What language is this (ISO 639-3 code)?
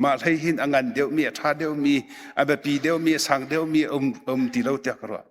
cnh